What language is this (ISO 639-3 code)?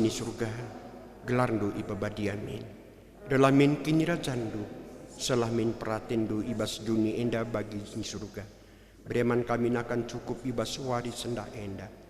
btx